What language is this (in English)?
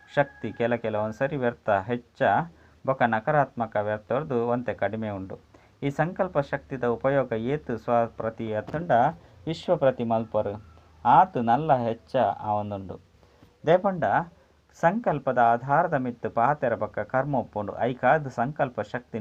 Tulu